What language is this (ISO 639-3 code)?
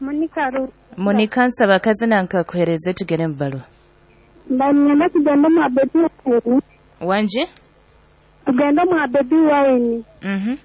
nyo